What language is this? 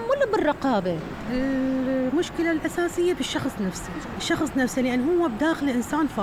Mesopotamian Arabic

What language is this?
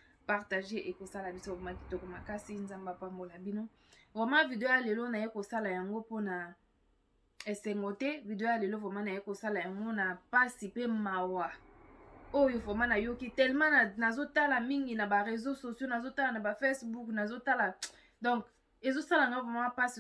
Lingala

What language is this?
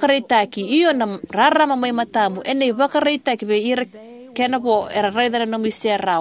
Fijian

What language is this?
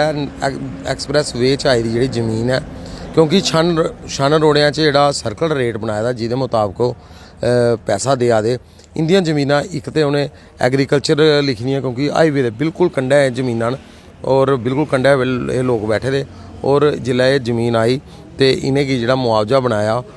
Dogri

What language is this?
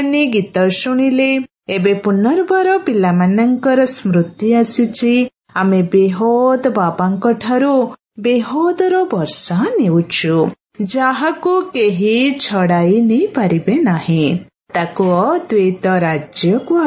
Odia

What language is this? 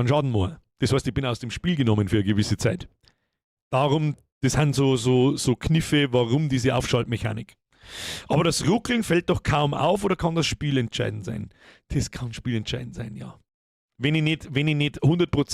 Bavarian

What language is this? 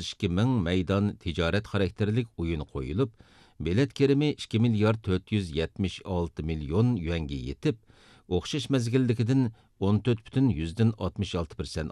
Uyghur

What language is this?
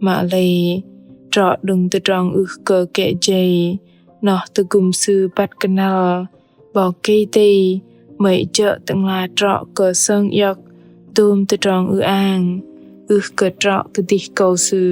Bahnar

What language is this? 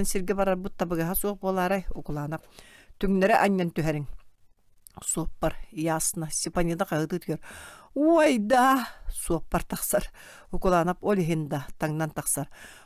Yakut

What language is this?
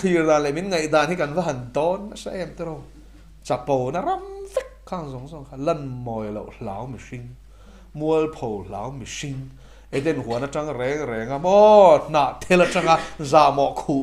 Mizo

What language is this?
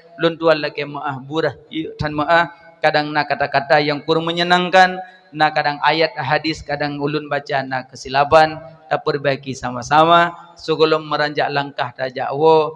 Achinese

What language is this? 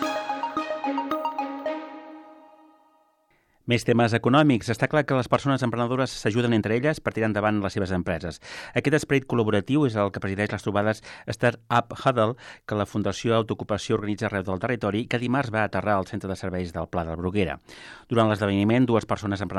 Catalan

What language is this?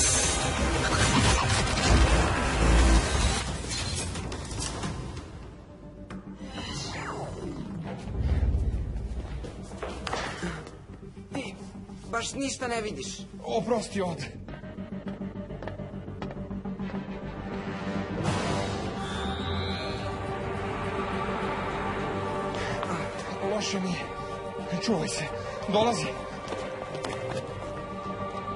Serbian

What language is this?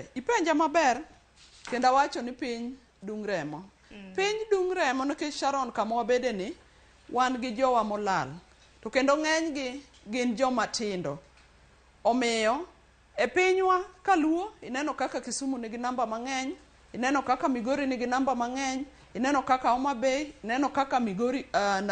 Luo (Kenya and Tanzania)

